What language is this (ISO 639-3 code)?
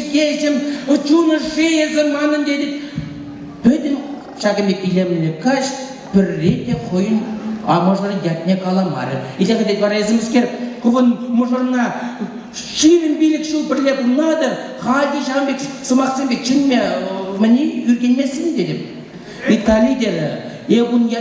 chv